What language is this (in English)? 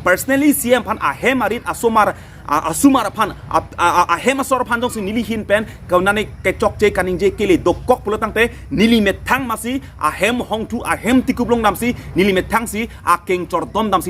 Karbi